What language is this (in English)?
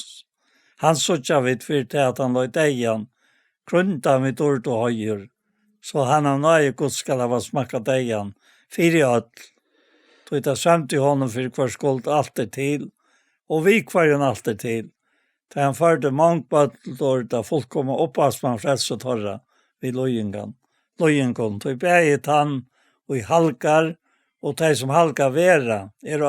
Faroese